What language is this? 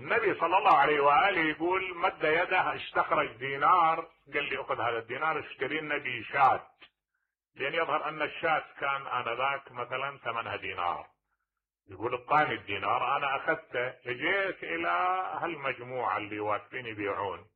Mesopotamian Arabic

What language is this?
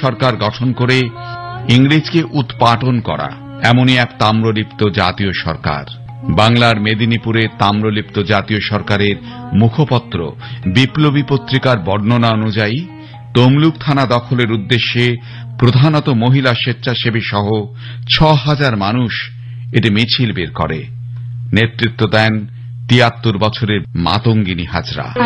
Bangla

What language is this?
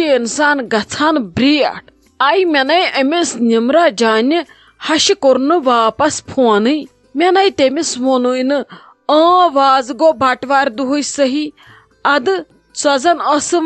Kashmiri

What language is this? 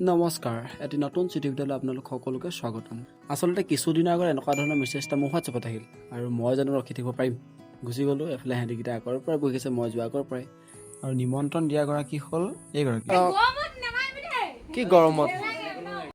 Assamese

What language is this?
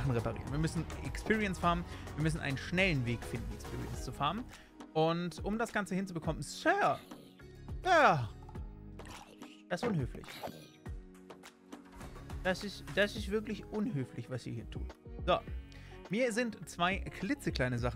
German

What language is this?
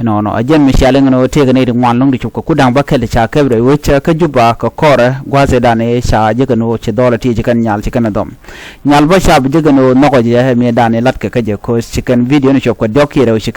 Nuer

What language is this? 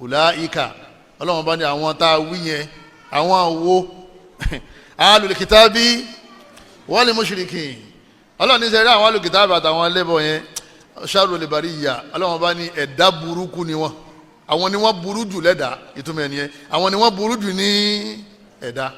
Yoruba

